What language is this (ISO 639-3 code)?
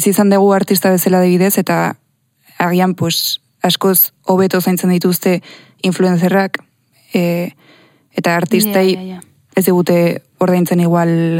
eus